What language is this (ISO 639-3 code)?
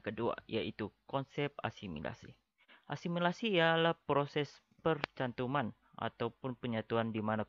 msa